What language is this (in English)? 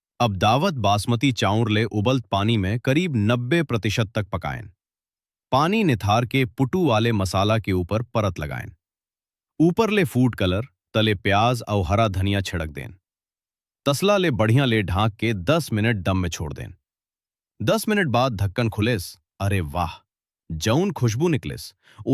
Chhattisgarhi